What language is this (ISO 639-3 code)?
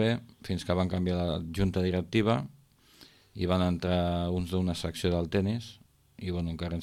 cat